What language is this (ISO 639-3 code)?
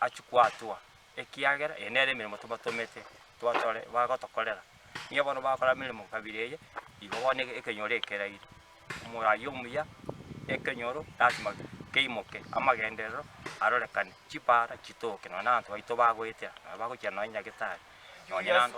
guz